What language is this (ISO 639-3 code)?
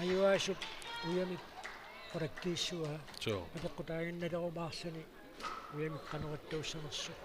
kal